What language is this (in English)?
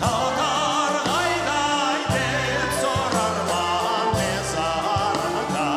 Crimean Tatar